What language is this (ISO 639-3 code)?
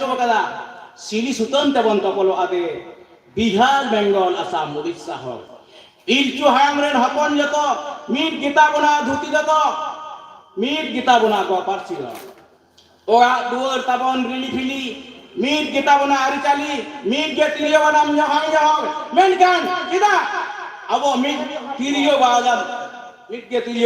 sat